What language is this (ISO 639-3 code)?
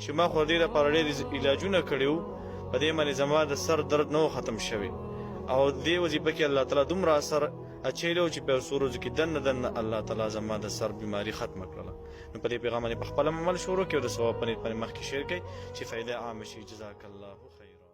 pus